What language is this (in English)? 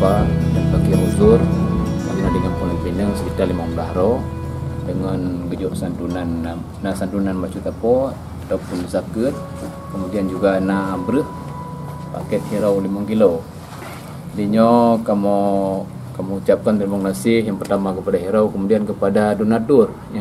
Achinese